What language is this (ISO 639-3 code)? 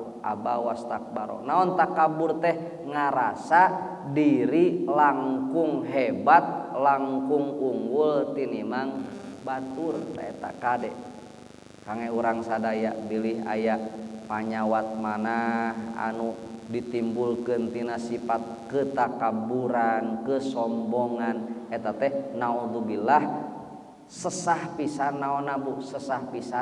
sun